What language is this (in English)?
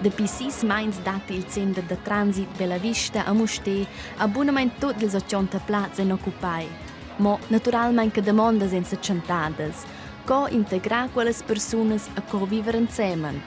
Romansh